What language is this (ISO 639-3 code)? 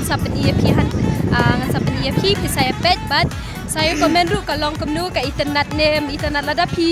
kha